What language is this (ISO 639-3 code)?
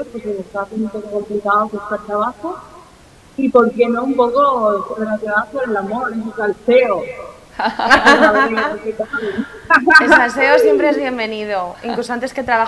spa